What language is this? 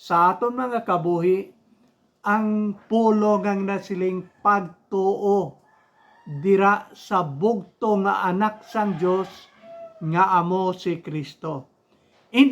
Hiligaynon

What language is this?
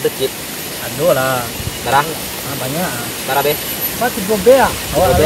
Minangkabau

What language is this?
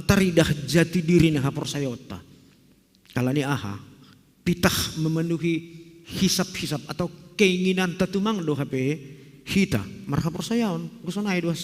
Batak Simalungun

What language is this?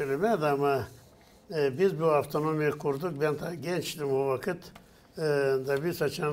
Gagauz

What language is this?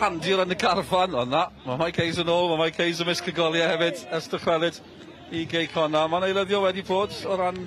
Welsh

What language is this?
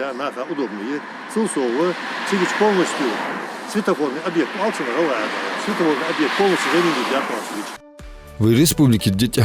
Ingush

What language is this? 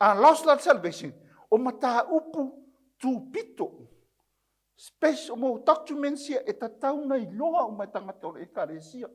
Samoan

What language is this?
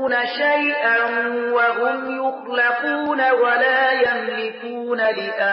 Pashto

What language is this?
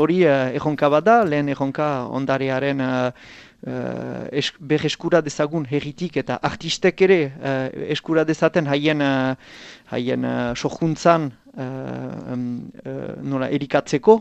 Basque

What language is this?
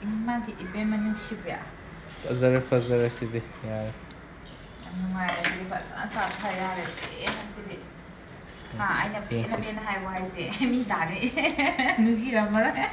Manipuri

